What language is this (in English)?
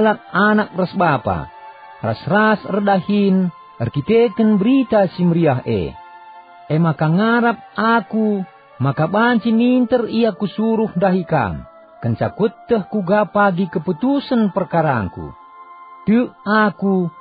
Batak Karo